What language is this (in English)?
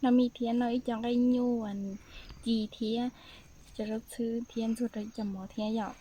Hmong